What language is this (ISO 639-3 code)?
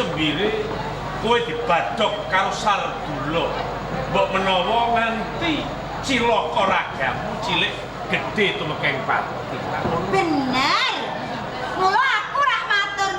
jav